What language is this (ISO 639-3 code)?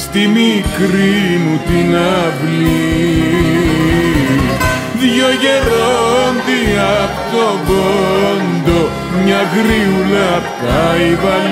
ell